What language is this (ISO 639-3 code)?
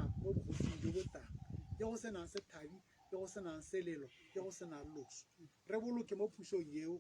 tsn